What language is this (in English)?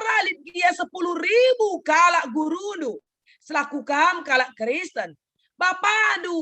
Batak Karo